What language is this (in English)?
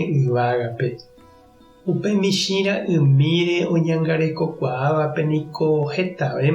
Guarani